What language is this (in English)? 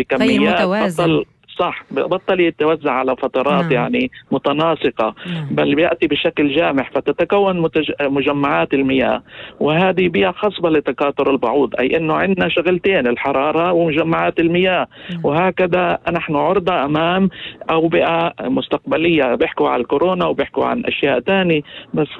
North Levantine Arabic